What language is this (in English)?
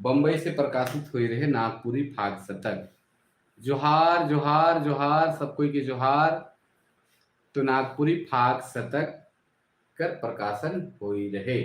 Sadri